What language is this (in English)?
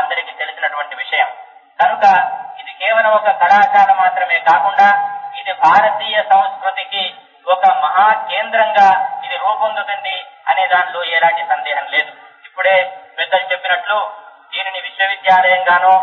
Telugu